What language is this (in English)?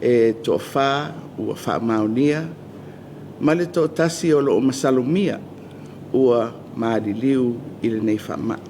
Samoan